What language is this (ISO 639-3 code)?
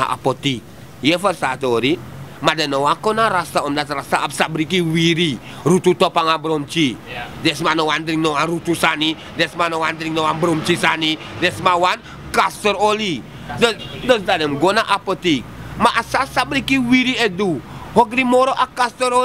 srn